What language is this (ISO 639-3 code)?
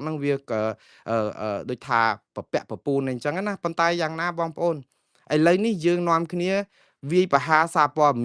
khm